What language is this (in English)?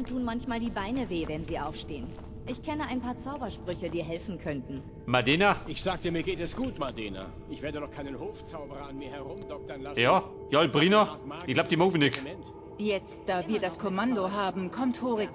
Bavarian